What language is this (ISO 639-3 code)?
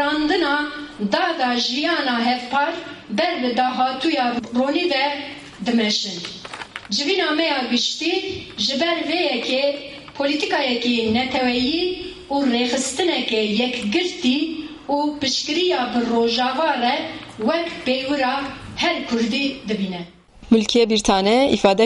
kur